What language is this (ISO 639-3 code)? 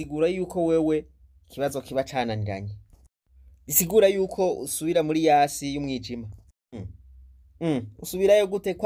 run